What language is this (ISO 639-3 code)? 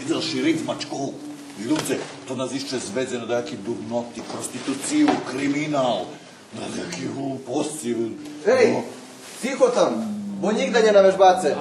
rue